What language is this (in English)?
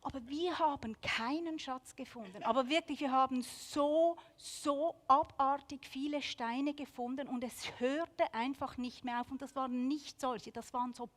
Swiss German